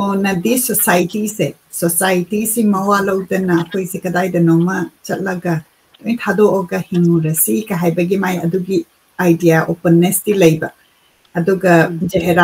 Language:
Manipuri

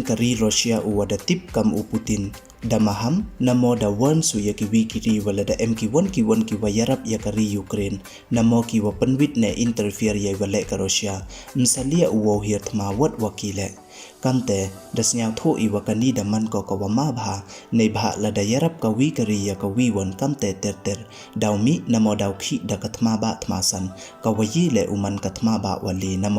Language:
Pnar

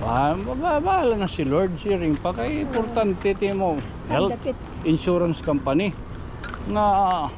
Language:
Waray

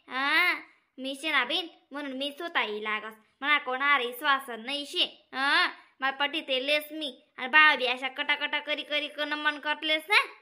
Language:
Khandesi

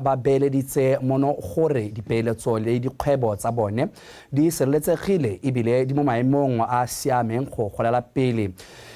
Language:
Tswana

